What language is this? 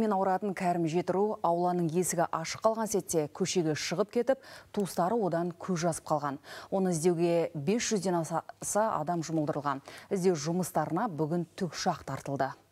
Kazakh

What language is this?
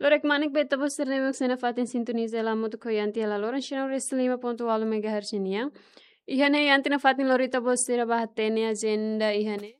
Tetum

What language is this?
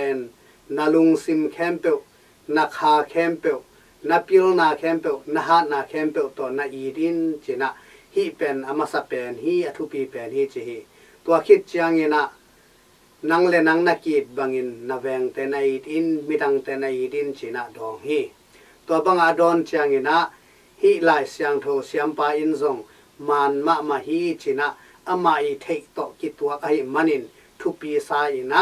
Tedim Chin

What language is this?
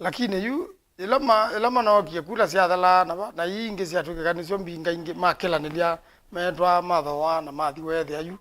Kamba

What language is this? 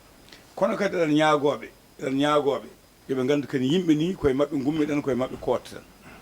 Fula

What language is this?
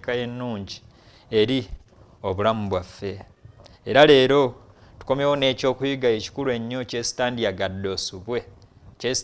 Ganda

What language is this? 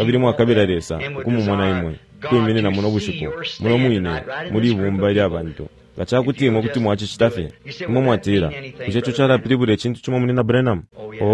Bemba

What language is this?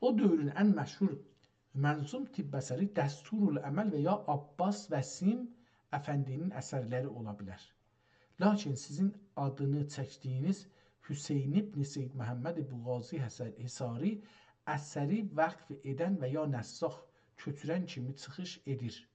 South Azerbaijani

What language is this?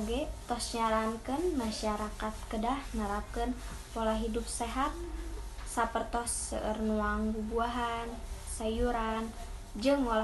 Sundanese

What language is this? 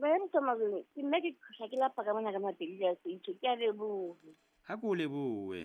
Southern Sotho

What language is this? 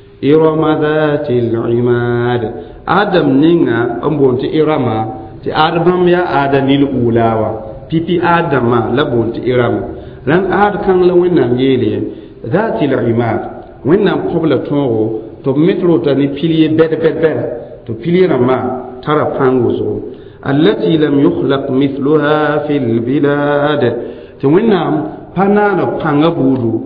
Mossi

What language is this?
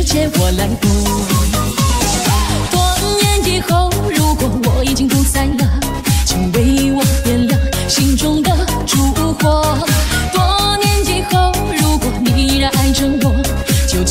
Chinese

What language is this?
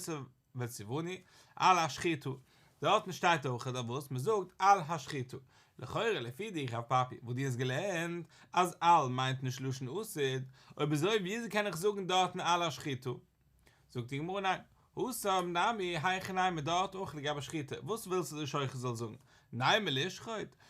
Yiddish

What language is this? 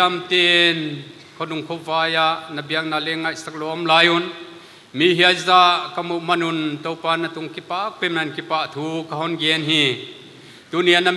Paite Chin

